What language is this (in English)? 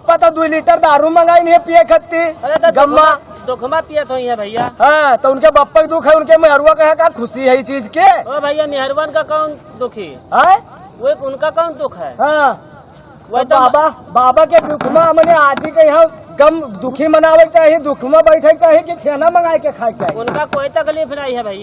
Awadhi